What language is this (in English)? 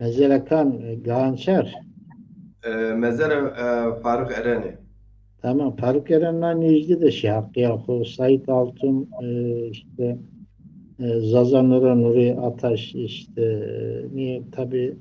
Zaza